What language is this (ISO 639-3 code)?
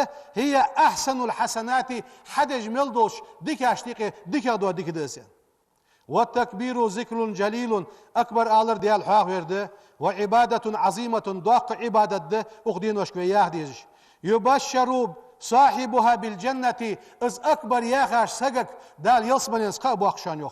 inh